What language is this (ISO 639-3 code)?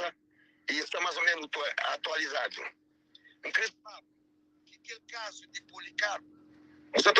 kea